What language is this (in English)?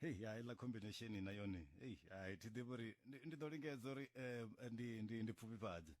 Venda